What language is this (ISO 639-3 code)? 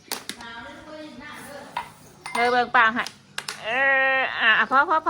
tts